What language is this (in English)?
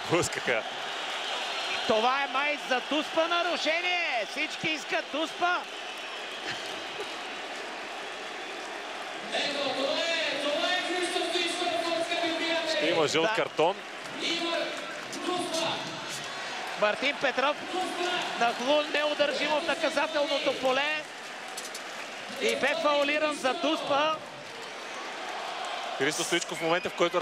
Bulgarian